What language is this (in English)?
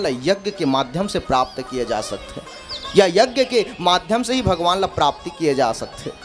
Chhattisgarhi